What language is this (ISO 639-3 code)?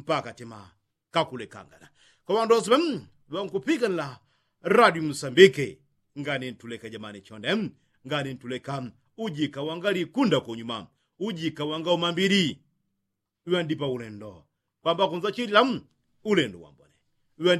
yao